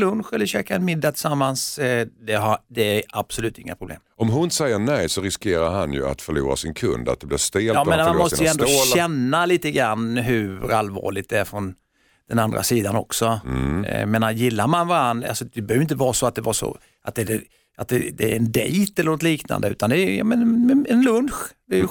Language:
Swedish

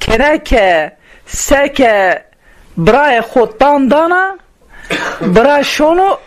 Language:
Zaza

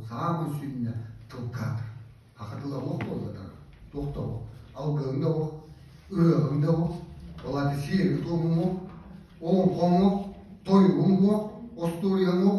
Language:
Yakut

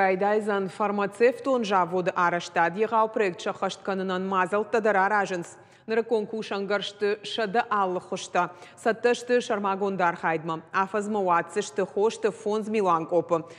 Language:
Ossetic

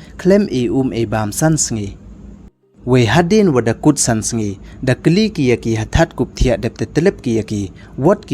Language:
Pnar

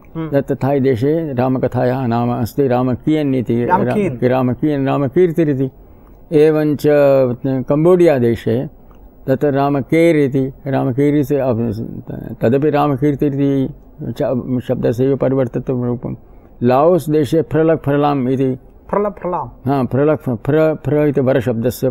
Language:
Sanskrit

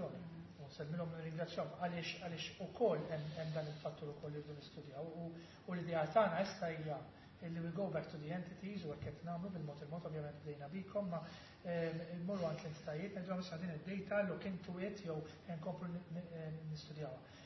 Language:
Maltese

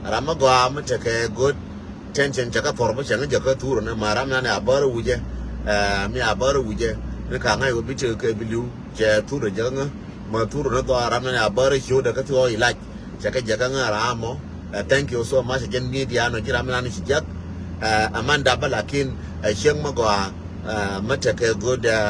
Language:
Nuer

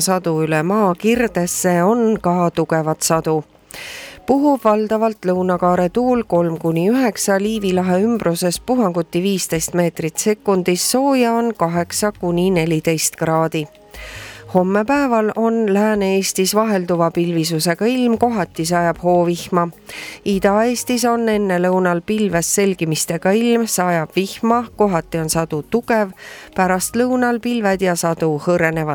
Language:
Estonian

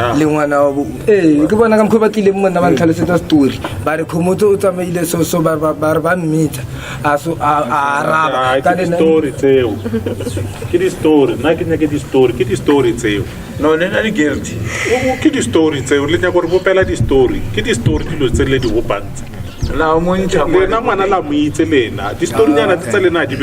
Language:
Northern Sotho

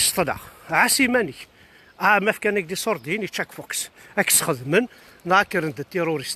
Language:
Kabyle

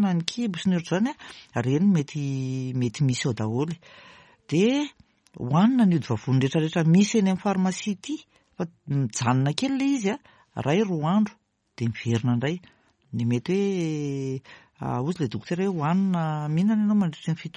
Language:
Malagasy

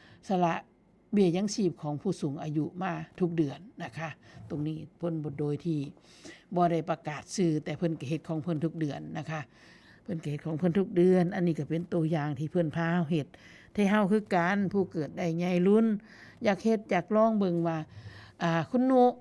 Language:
Northeastern Thai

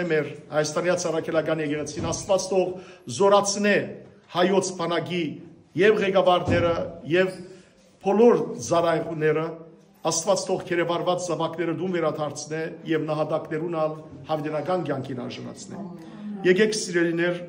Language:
Western Armenian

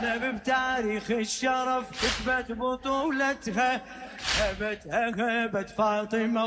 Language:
Mesopotamian Arabic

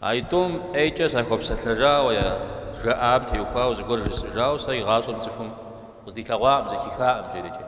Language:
Kabardian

